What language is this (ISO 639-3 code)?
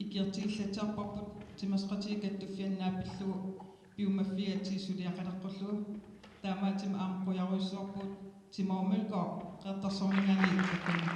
kal